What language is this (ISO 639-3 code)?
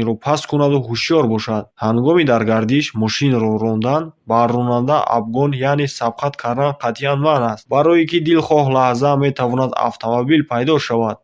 tgk